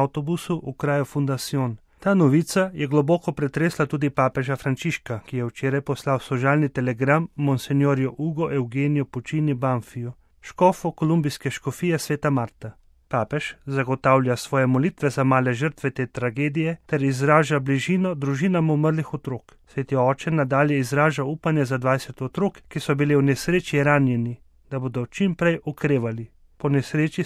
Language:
Slovenian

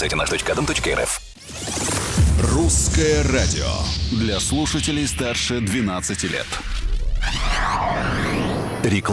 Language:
Russian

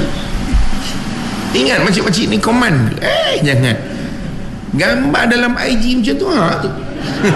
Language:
Malay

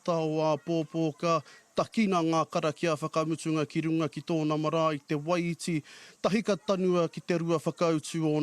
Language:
Māori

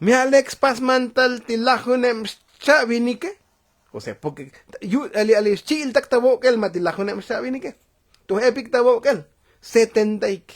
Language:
Tzotzil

